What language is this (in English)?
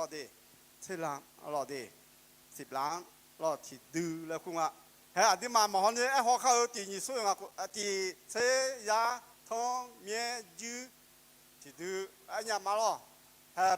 Akha